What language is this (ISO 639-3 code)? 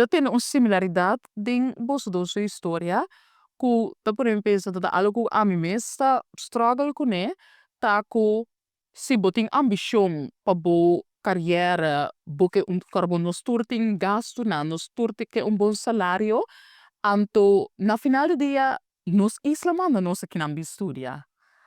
pap